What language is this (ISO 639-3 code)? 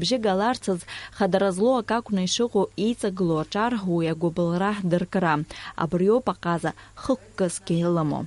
abk